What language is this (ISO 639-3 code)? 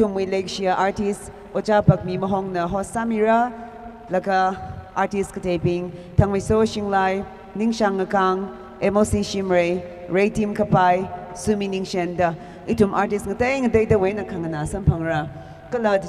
nmf